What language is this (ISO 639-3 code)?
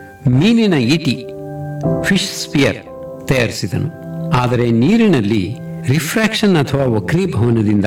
kan